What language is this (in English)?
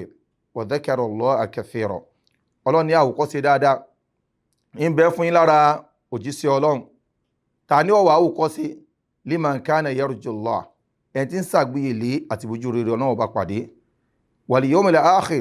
Yoruba